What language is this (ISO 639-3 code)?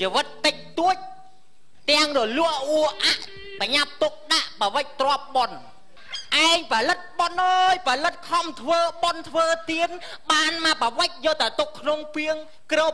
khm